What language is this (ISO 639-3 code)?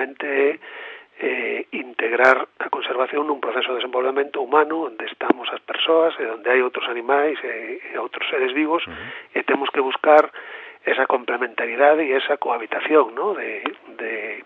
glg